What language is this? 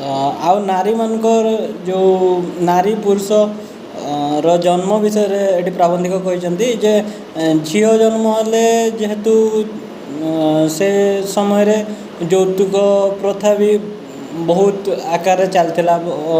Odia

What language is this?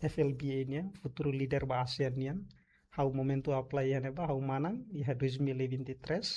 Tetum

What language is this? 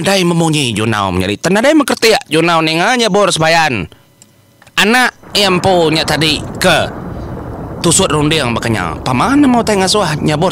Iban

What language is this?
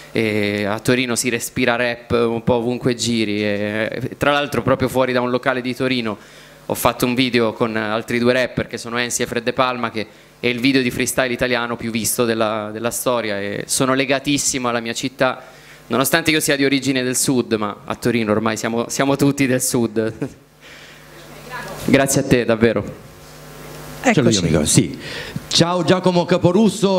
Italian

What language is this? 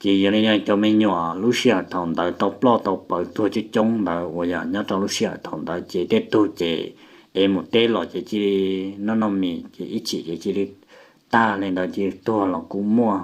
Hmong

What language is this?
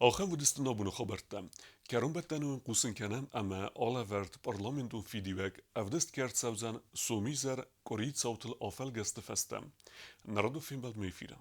Ossetic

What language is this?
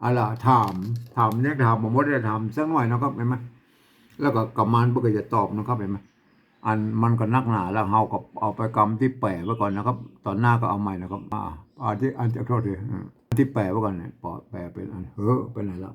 Northern Thai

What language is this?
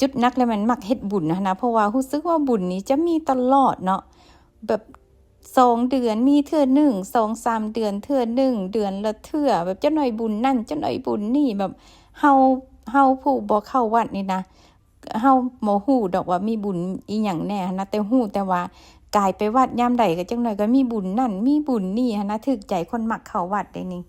Lao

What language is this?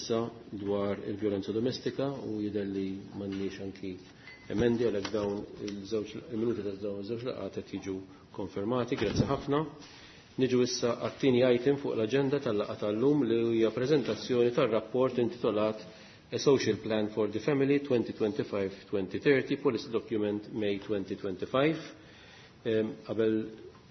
Maltese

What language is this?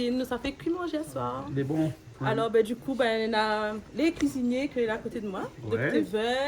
Réunion Creole French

